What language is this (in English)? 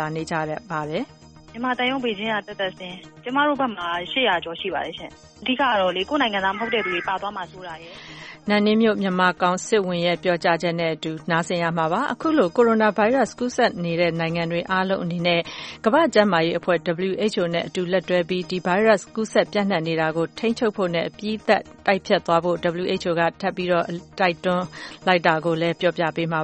Burmese